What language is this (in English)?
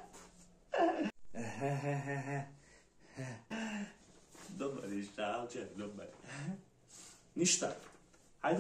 Croatian